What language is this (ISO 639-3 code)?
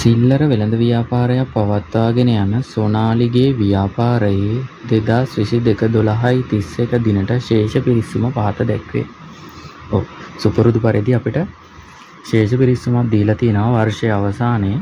sin